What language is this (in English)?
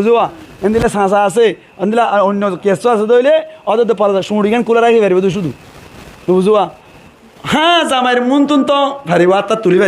Rohingya